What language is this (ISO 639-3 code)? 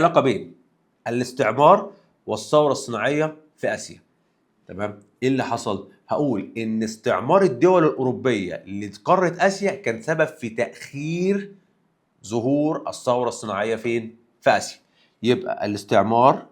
arz